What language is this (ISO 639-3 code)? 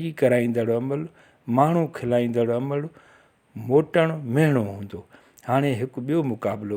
snd